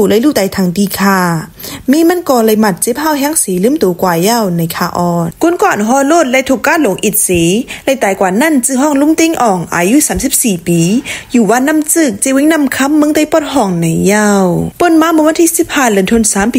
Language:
Shan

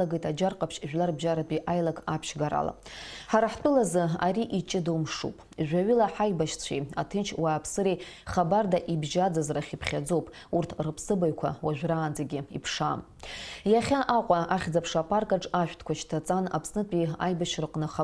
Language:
Abkhazian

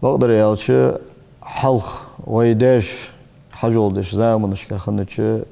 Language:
Ingush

